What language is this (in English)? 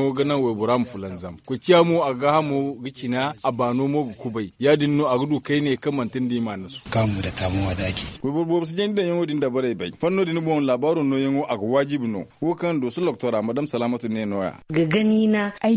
Zarma